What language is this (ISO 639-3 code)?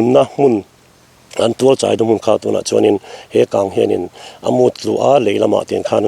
lus